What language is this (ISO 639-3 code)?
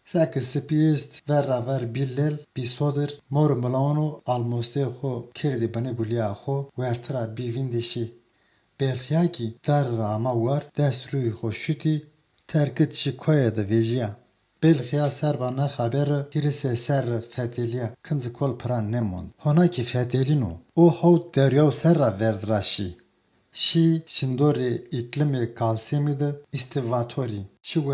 zza